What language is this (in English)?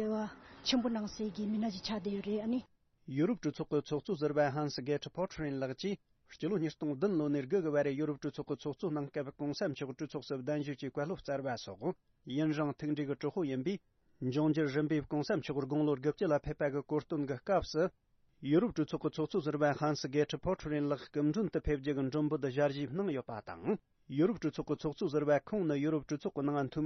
Tibetan